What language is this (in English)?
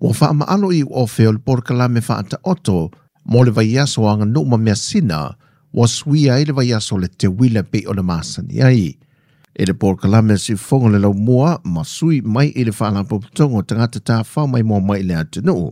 Samoan